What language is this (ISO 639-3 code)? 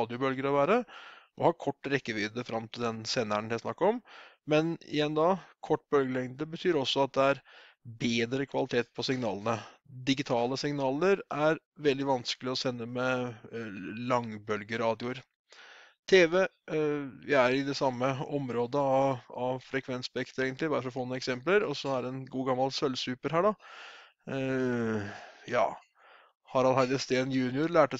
nor